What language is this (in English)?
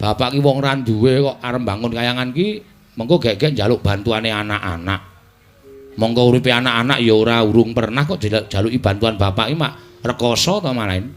Javanese